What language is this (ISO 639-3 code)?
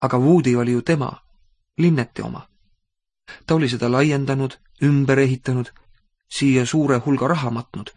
est